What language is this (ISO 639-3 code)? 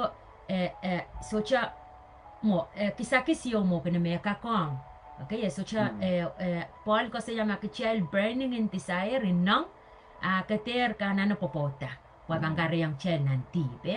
pon